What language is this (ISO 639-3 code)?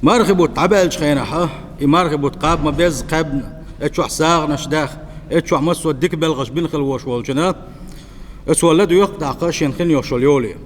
che